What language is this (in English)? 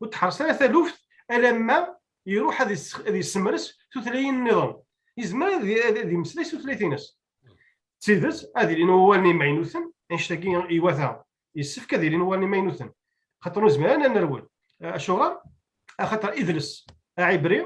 Kabyle